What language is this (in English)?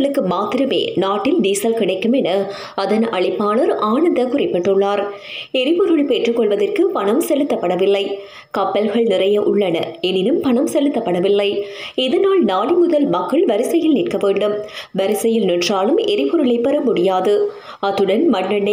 Tamil